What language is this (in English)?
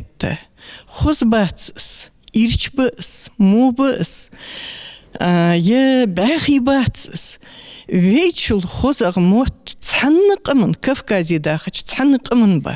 Ingush